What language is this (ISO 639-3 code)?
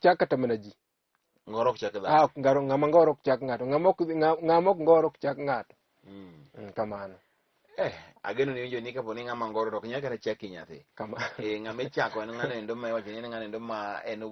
luo